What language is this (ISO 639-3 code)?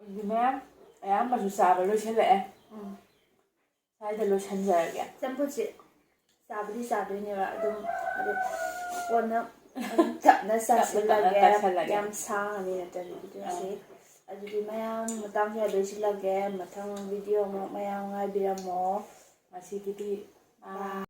mni